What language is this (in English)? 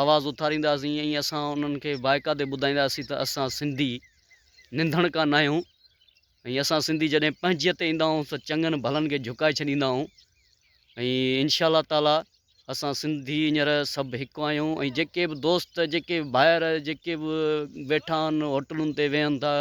Sindhi